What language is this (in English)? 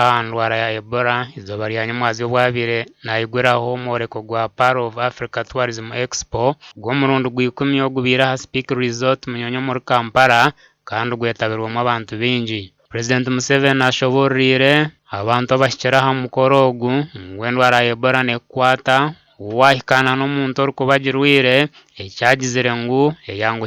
Nyankole